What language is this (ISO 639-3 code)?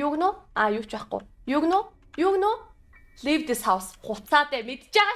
mon